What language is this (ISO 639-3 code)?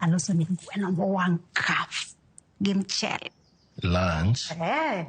luo